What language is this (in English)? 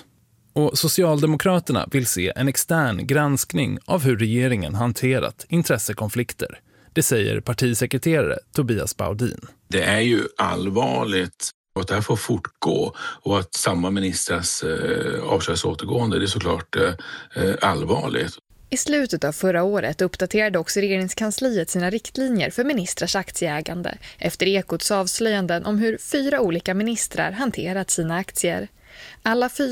Swedish